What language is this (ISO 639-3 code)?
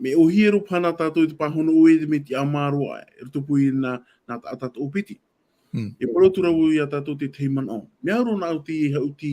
tah